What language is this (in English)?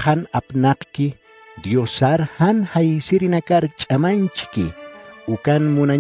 Aymara